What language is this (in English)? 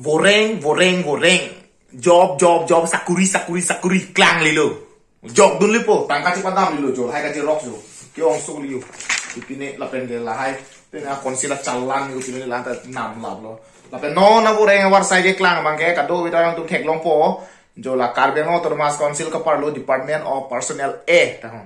Karbi